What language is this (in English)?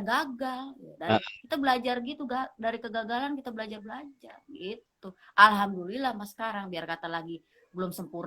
Betawi